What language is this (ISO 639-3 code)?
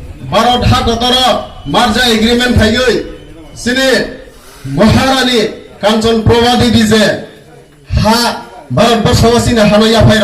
trp